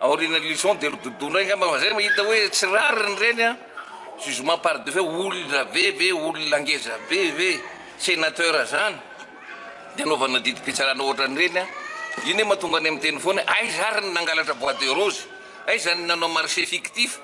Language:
Malagasy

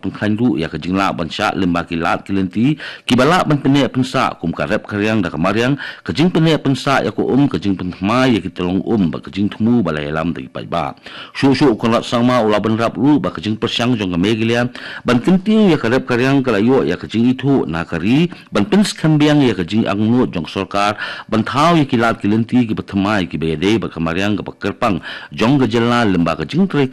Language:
Khasi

